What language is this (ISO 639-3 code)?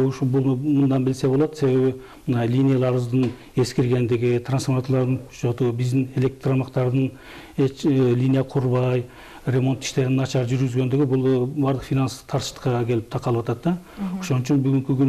kir